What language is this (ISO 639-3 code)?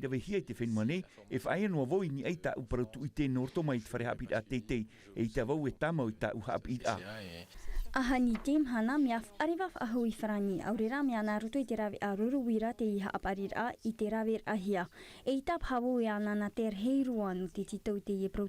tah